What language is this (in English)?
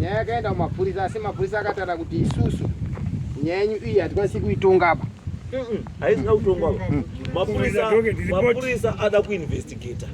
Shona